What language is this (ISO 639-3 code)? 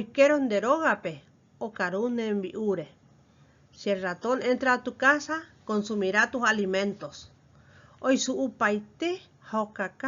grn